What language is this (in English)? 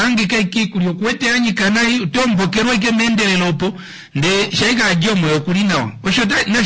Kuanyama